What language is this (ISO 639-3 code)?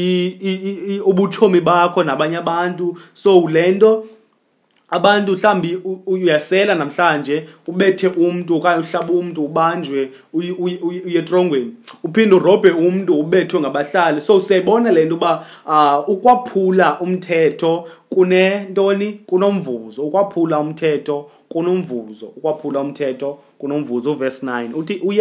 xho